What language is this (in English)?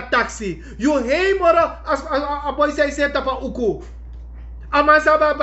Sranan Tongo